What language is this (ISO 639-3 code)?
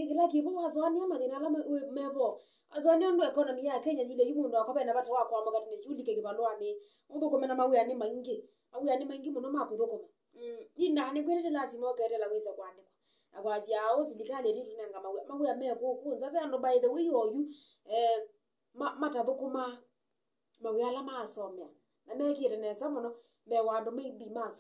kam